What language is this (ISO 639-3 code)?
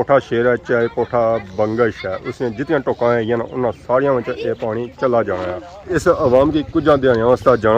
phr